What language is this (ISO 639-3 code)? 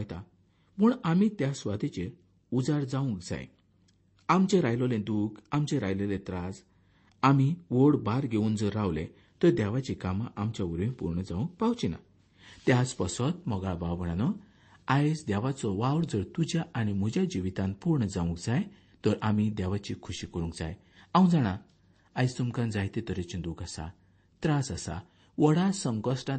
kok